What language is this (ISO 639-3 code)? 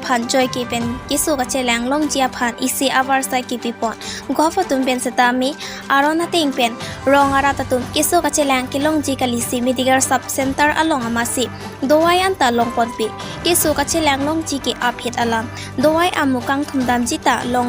mjw